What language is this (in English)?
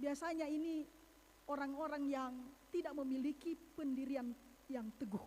Nias